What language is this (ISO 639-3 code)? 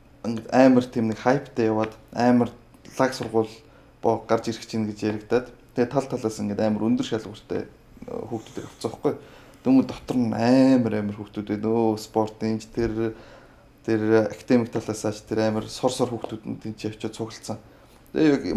mon